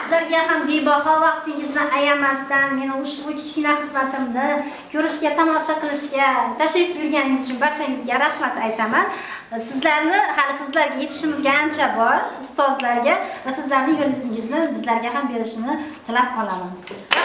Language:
Uzbek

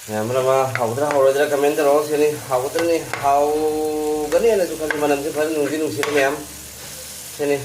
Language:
Manipuri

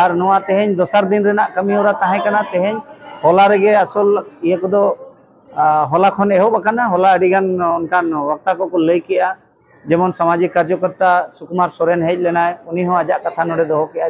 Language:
Santali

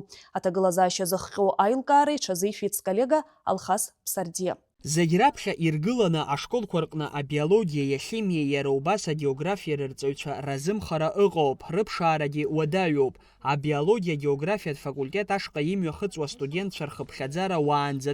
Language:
Abkhazian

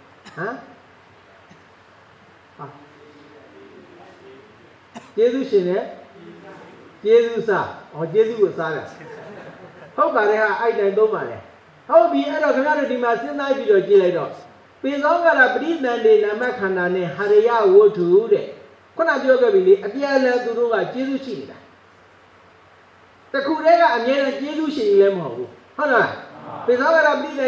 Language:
Burmese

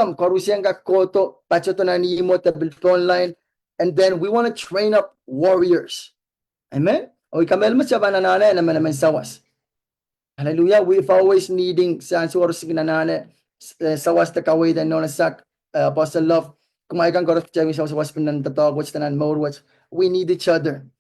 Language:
Pohnpeian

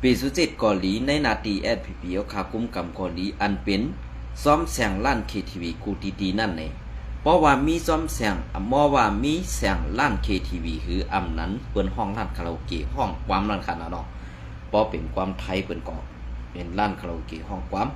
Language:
Shan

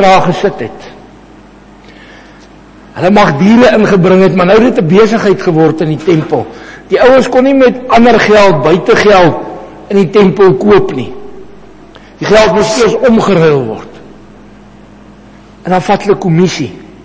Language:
Afrikaans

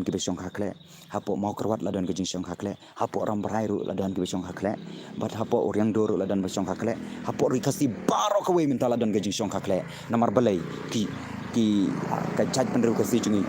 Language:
Khasi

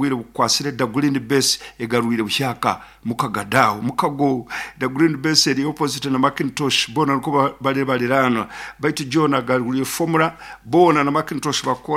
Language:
Nyoro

